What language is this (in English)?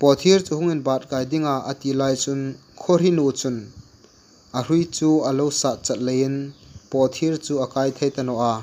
Hmar